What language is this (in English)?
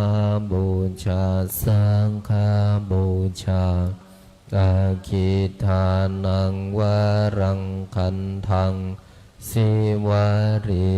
Pali